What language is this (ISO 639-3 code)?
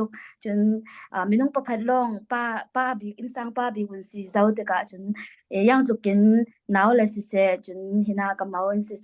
cfm